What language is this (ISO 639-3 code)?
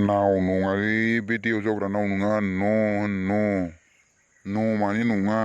brx